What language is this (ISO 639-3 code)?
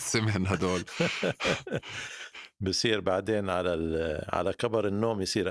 apc